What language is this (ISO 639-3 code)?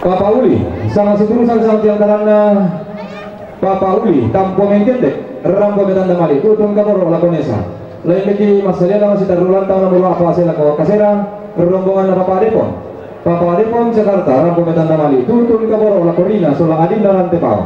sda